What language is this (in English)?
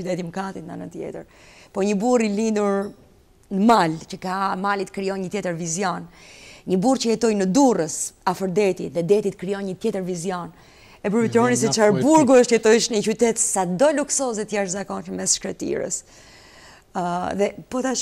Albanian